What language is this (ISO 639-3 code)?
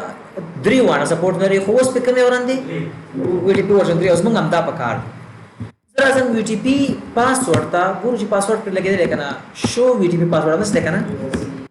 pus